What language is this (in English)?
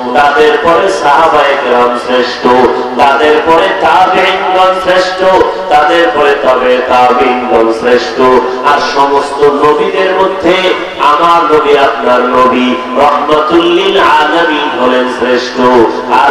Bangla